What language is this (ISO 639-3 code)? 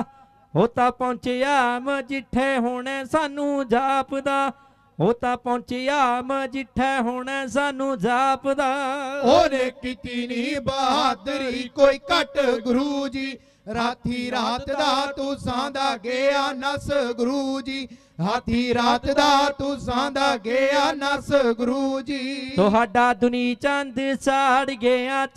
pan